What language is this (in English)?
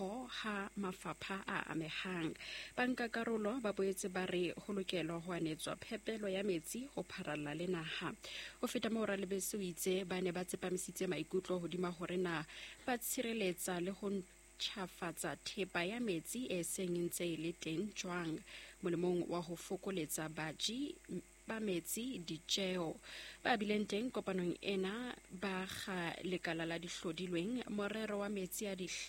Southern Sotho